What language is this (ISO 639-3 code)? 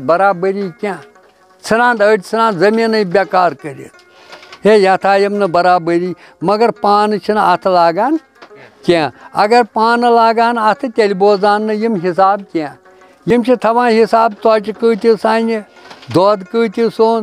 kas